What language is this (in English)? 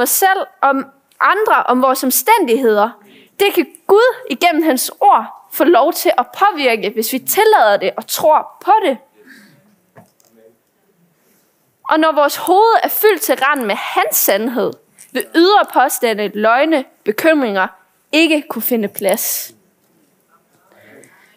Danish